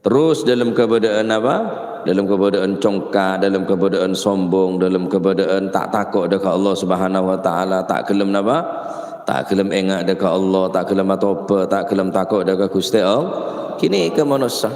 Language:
Madurese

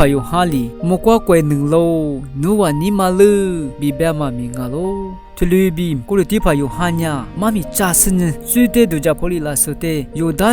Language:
Lisu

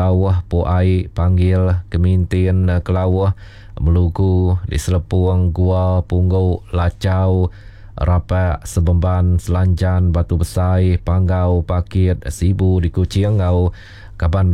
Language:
Iban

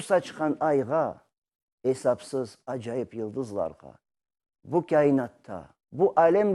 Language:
Crimean Tatar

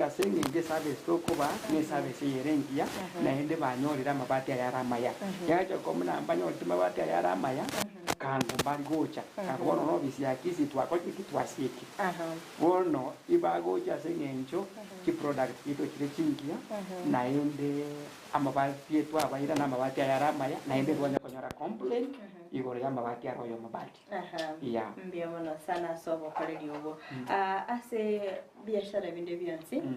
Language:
Gusii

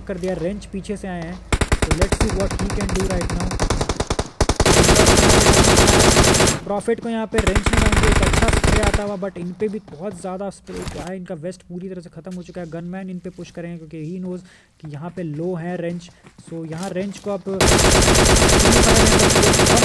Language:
Hindi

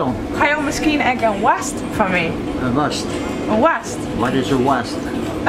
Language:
Western Frisian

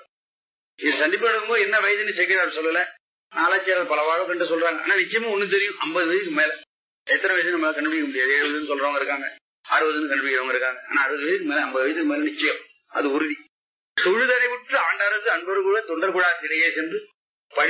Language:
Tamil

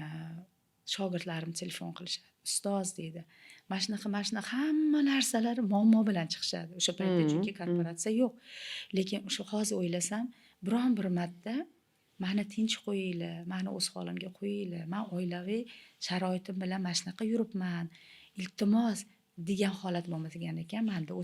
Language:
Uzbek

